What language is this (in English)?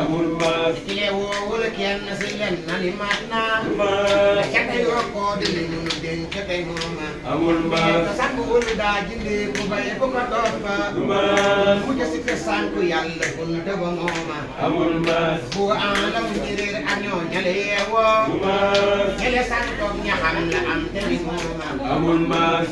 Wolof